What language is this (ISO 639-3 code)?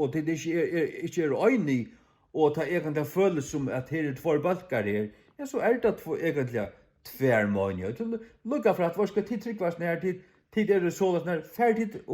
fao